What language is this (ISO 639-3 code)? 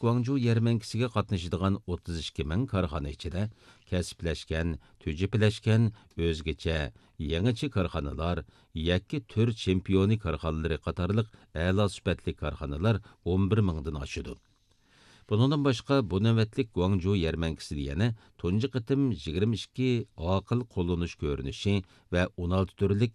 uig